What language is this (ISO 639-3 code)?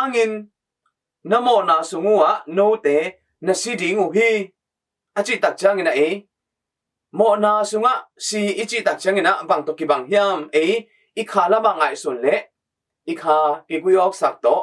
ctd